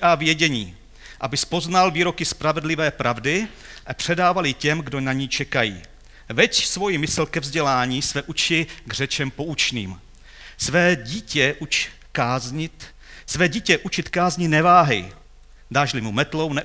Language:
Czech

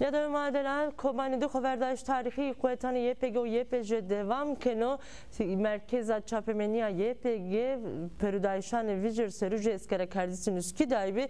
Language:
Zaza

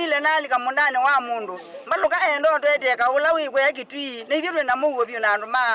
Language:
Kamba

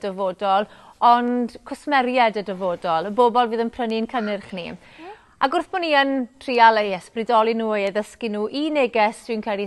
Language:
Welsh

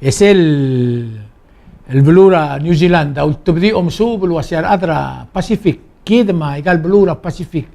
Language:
Palauan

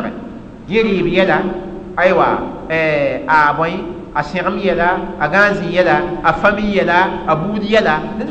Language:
Mossi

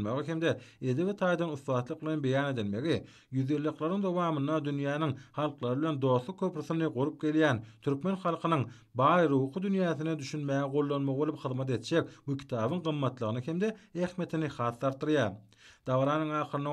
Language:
Turkmen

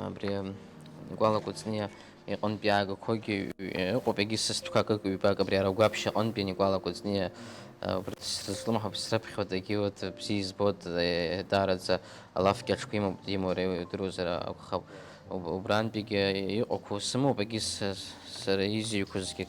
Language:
Abkhazian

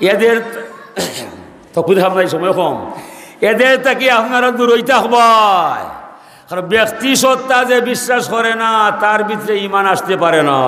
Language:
Sylheti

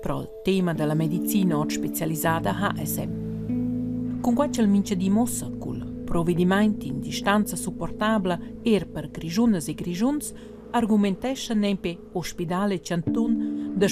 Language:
Romansh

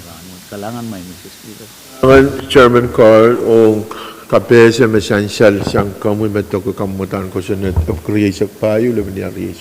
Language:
Pohnpeian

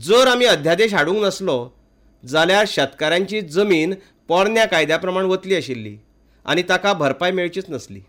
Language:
Konkani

